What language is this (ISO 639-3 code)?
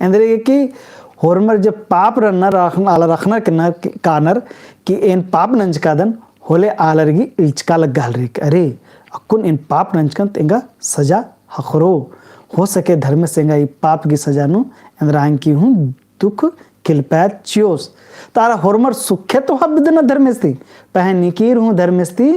kru